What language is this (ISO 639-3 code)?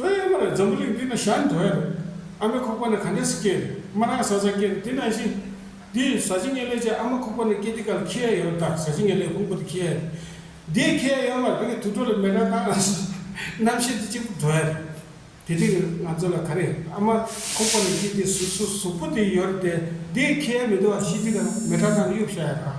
bod